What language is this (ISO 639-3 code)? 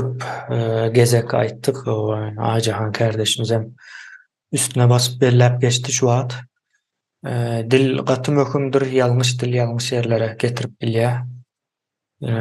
tuk